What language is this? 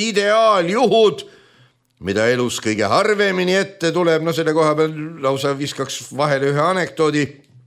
Estonian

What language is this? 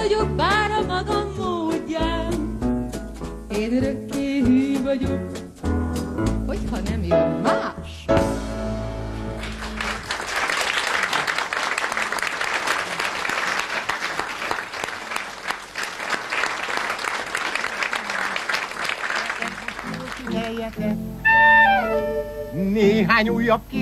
Hungarian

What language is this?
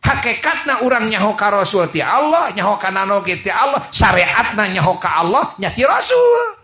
Sundanese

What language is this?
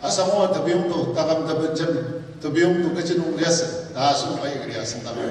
Ao Naga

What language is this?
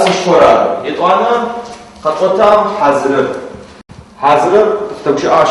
Adyghe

